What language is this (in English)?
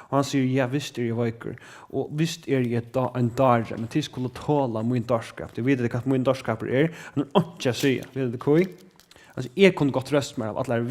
Faroese